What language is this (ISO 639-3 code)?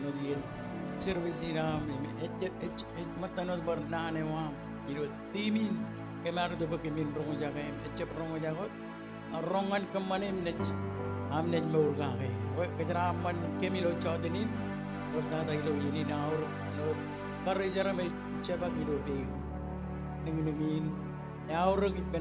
mah